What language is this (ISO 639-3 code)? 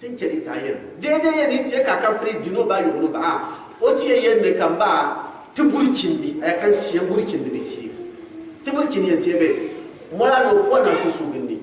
gux